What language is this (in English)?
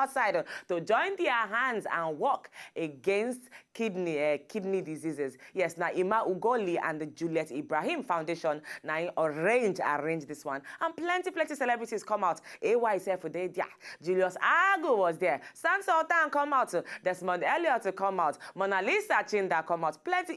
Nigerian Pidgin